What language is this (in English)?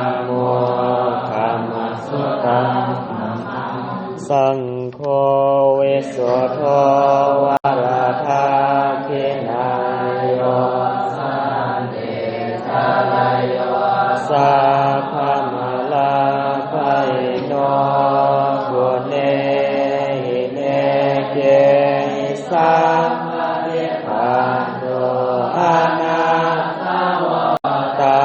Pali